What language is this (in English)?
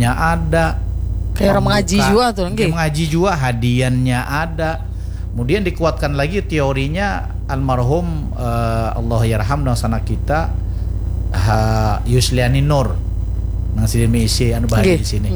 Banjar